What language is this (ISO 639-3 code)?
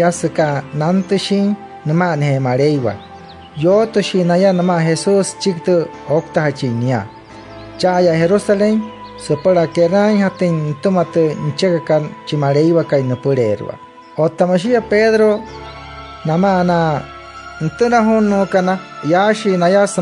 guc